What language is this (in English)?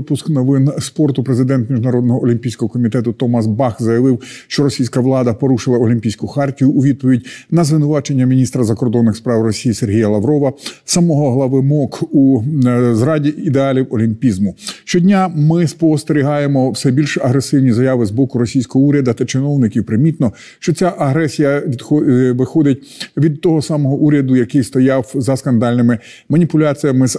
Ukrainian